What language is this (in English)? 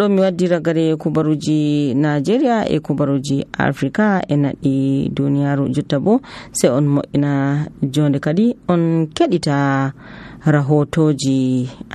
Nigerian Fulfulde